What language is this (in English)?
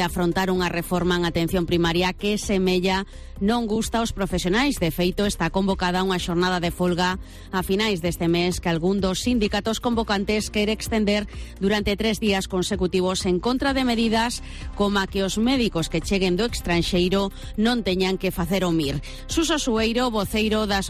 Galician